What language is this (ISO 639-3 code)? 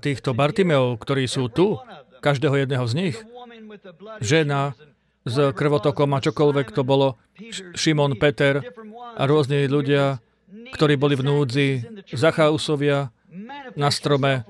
slk